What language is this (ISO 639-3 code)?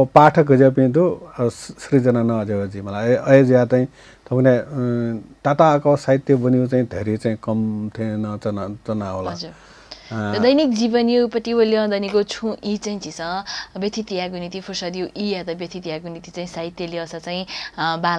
new